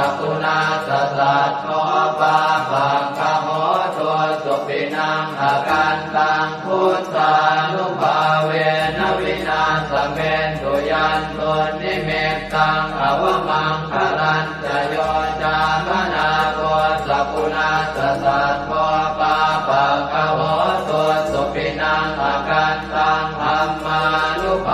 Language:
Pali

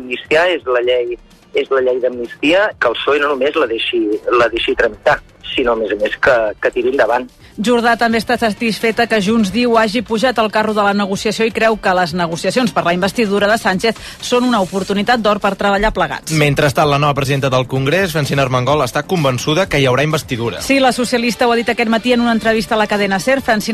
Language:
Catalan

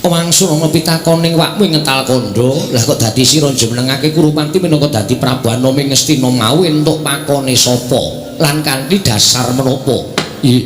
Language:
Javanese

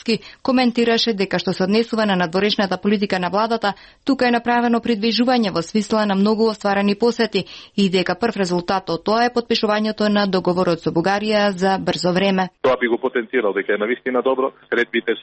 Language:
Macedonian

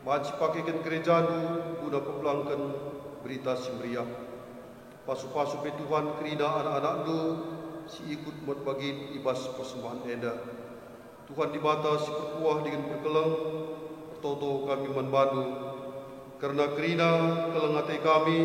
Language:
Batak Karo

